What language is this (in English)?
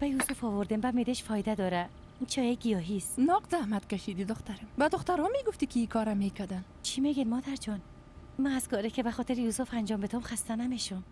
Persian